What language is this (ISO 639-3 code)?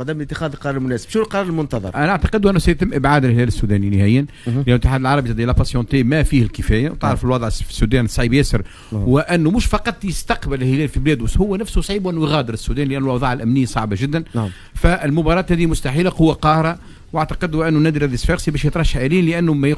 aeb